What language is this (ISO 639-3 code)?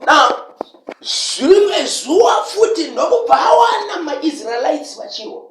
sna